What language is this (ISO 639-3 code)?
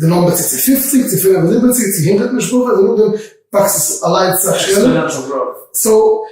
yid